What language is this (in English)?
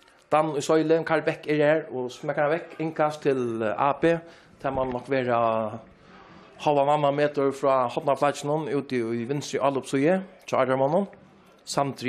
Faroese